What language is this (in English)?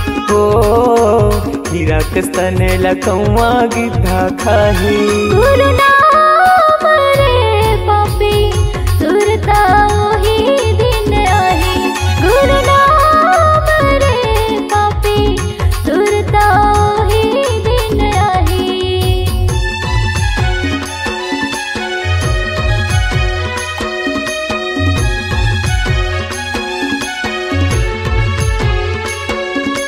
Chhattisgarhi